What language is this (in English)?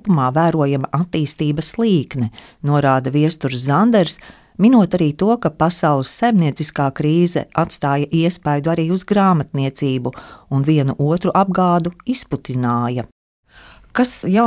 Latvian